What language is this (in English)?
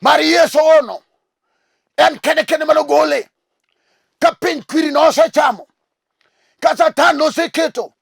Luo (Kenya and Tanzania)